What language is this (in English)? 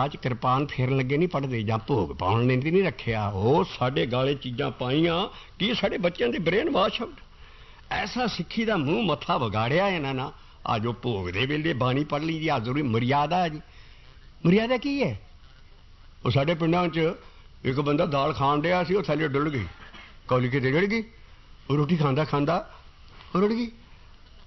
Punjabi